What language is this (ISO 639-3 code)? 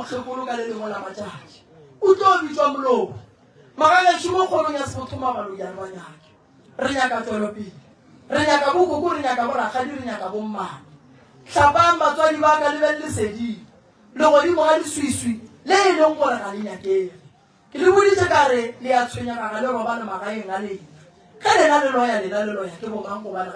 nso